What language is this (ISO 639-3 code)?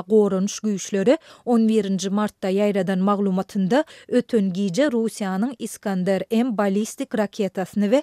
tuk